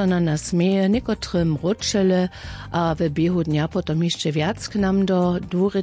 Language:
Upper Sorbian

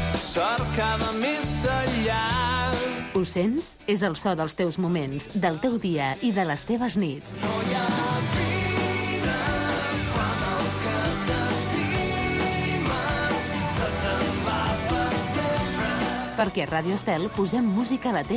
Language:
Catalan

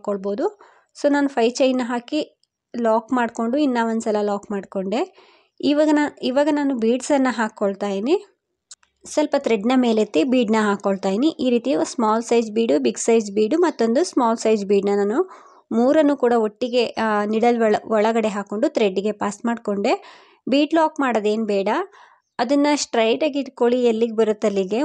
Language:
Kannada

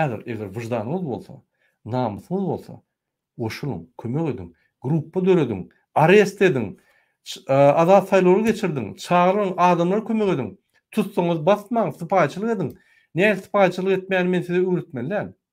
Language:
Turkmen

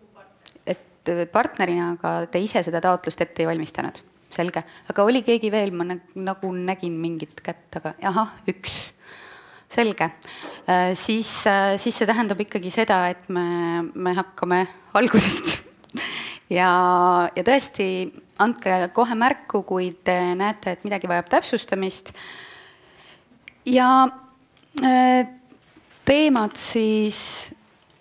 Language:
Estonian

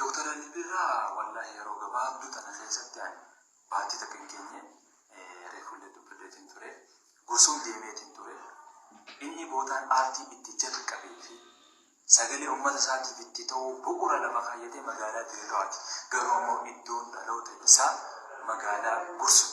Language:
Oromo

